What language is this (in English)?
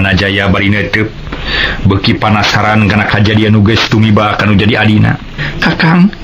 Sundanese